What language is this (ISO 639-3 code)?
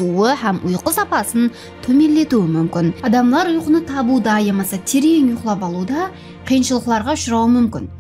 kaa